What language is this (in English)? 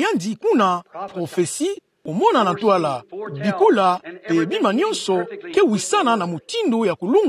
Kituba (Democratic Republic of Congo)